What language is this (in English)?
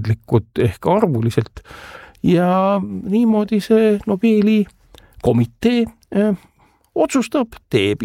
Estonian